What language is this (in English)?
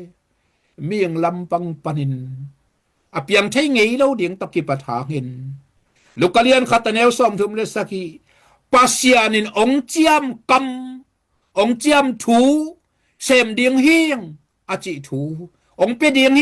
Tedim Chin